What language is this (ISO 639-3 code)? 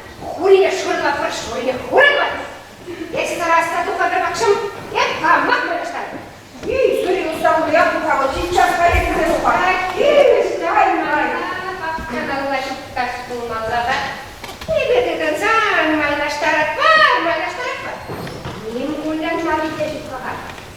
chv